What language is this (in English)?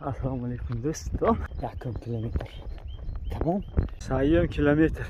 Tajik